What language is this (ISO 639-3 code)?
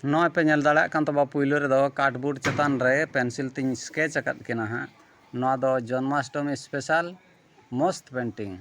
sat